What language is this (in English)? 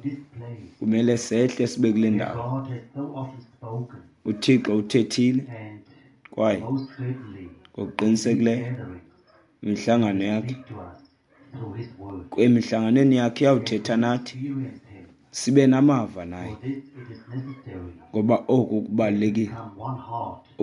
Xhosa